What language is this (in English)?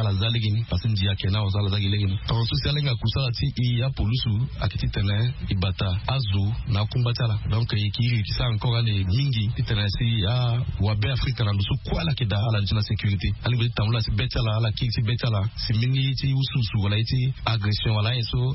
Sango